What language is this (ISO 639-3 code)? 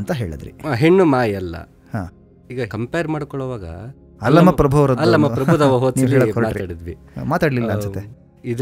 kan